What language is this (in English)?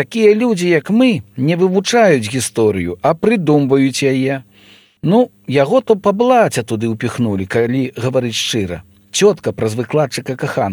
Belarusian